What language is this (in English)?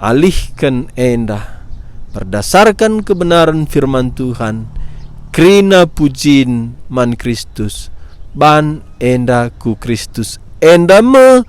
Batak Karo